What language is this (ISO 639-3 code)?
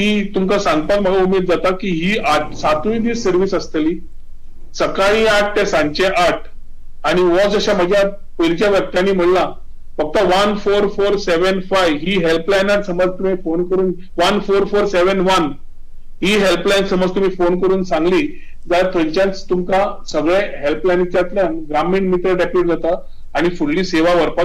kok